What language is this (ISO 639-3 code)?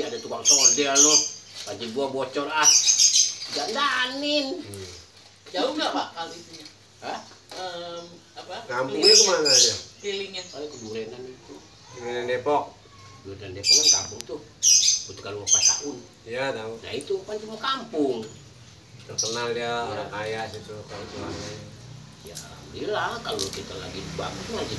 bew